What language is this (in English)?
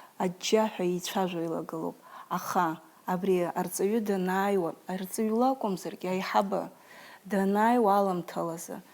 Abkhazian